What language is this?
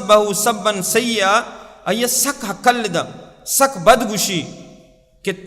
Baluchi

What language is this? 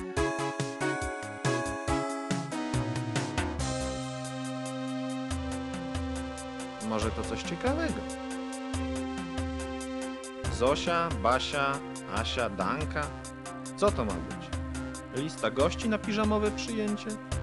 Polish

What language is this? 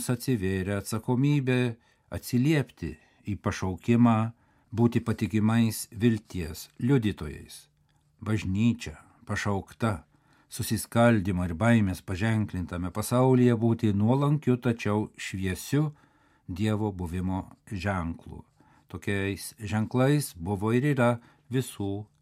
Lithuanian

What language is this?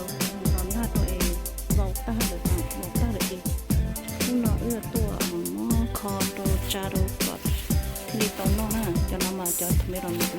Hmong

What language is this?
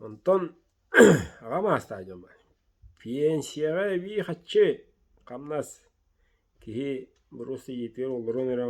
Yakut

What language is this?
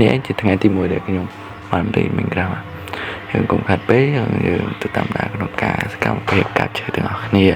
Khmer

